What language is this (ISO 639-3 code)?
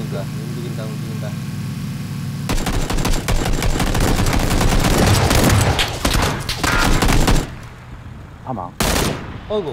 kor